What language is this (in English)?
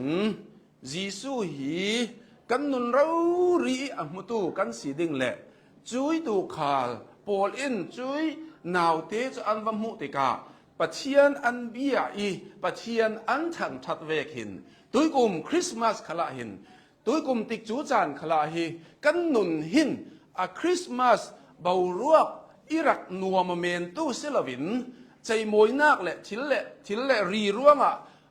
Hakha Chin